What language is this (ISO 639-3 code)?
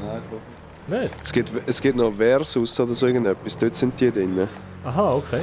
gsw